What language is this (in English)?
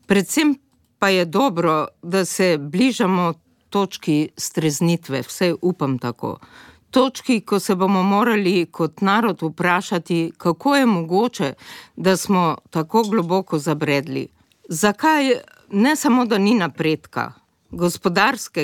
Slovenian